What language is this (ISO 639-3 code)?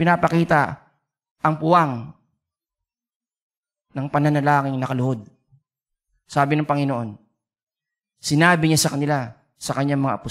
fil